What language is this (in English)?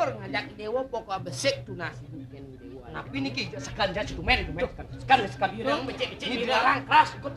Balinese